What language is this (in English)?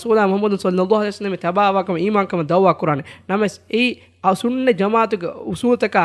Divehi